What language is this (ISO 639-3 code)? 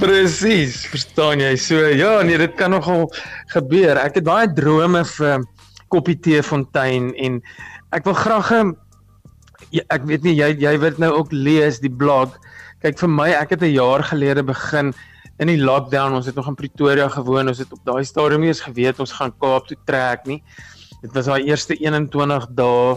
afr